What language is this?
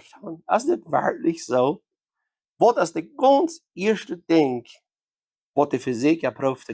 Plautdietsch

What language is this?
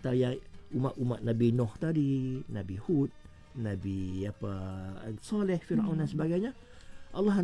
Malay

